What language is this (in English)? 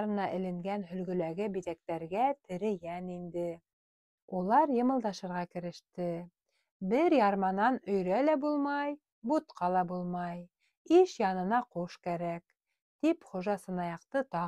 Bashkir